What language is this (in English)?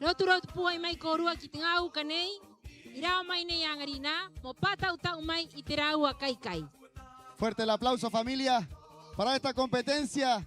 Rapanui